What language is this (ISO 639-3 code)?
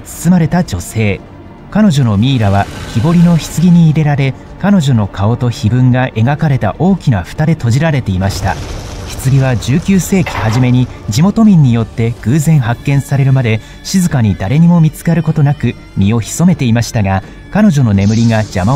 jpn